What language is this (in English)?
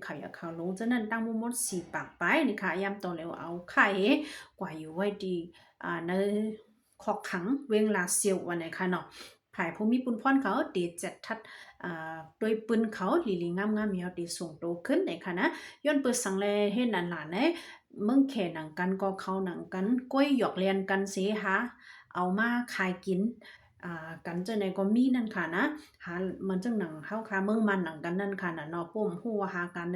Shan